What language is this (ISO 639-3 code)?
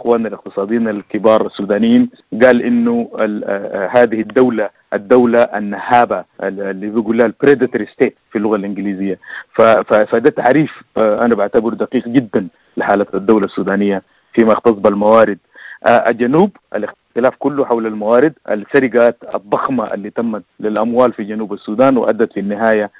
apd